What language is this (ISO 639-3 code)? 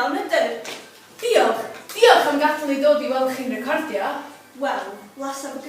cym